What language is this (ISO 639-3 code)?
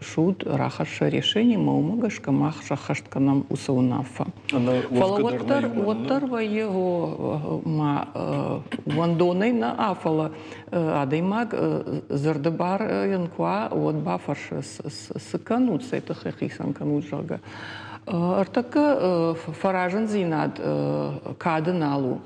oss